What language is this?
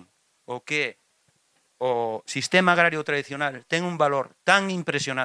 Galician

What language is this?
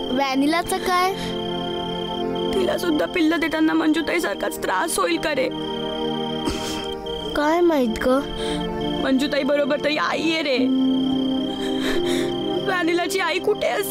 Marathi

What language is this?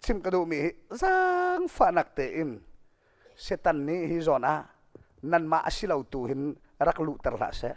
Hakha Chin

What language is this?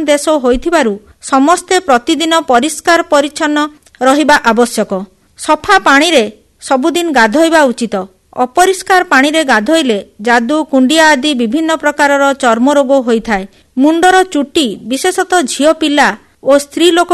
Odia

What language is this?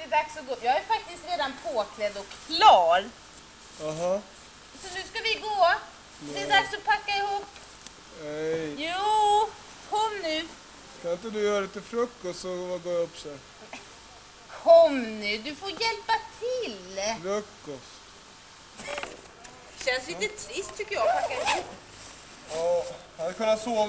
Swedish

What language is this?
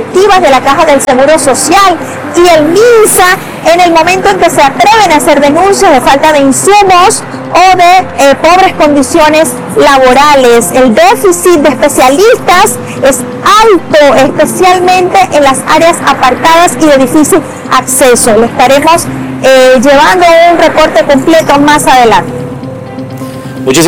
Spanish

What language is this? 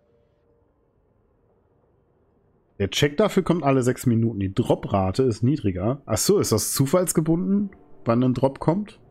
German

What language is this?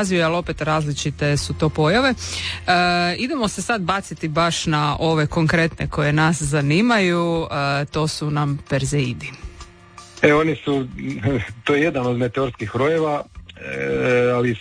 Croatian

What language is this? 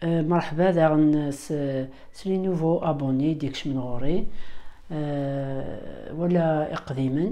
Kabyle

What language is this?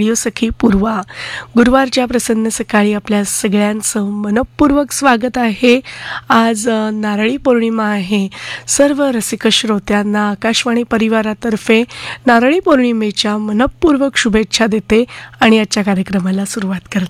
Marathi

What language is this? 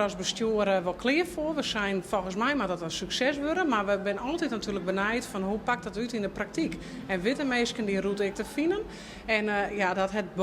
Western Frisian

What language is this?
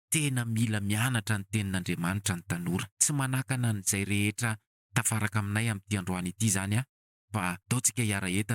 Malagasy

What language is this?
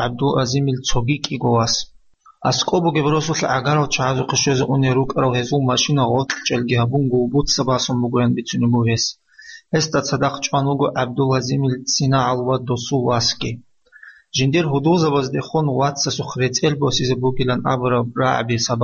Avaric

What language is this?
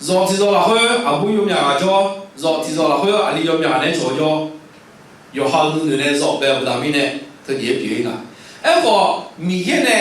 Akha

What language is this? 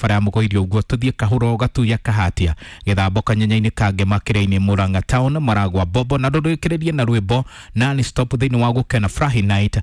Kikuyu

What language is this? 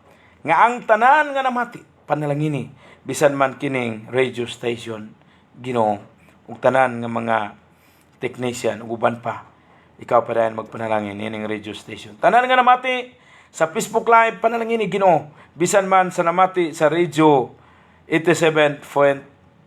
Cebuano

